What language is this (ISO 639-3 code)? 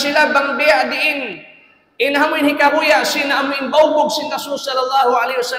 tsg